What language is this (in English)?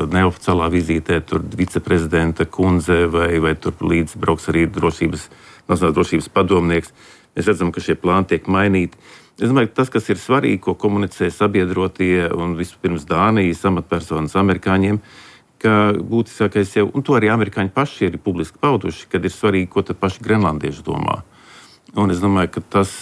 Latvian